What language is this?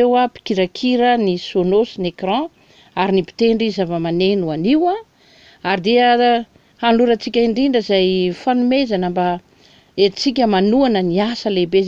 Malagasy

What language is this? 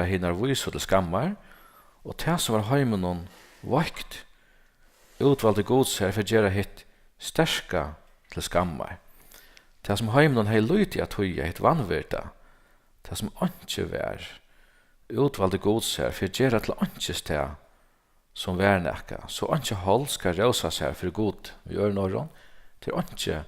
Faroese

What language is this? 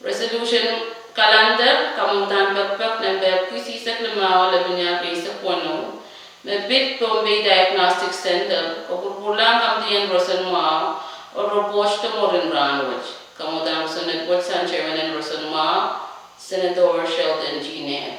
Pohnpeian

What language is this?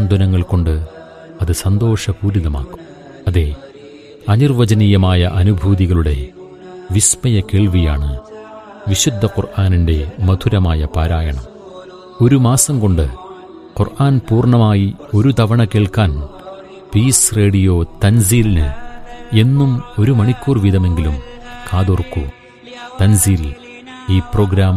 Malayalam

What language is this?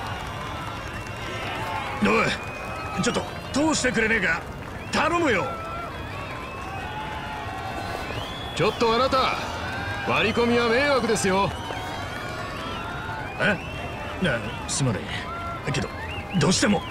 Japanese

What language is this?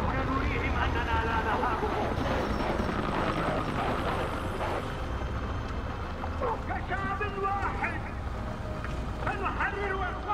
Arabic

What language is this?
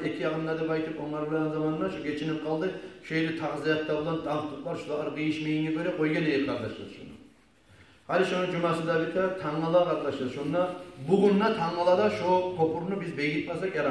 Kumyk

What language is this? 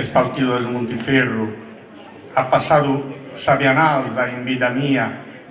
Sardinian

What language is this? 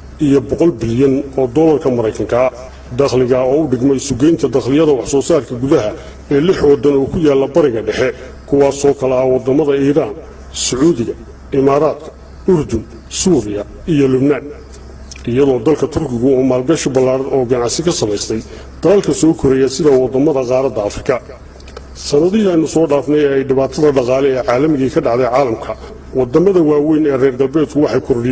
Somali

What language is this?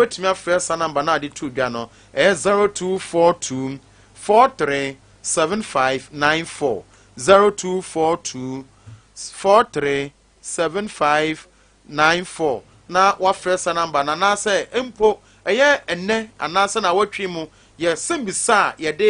Akan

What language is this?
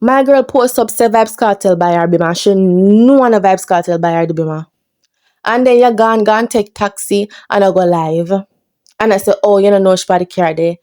Jamaican Creole English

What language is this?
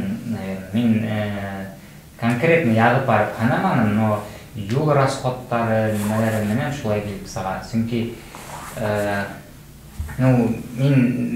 Bashkir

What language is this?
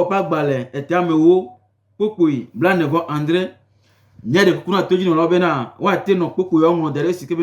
Gen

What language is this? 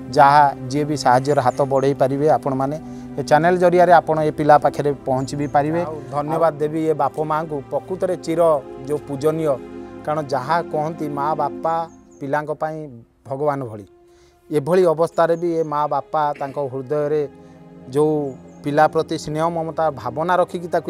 Odia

